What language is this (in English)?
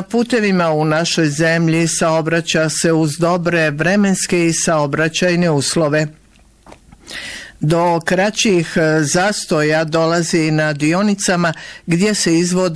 Bosnian